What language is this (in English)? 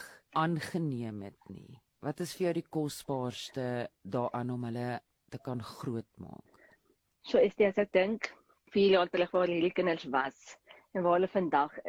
Afrikaans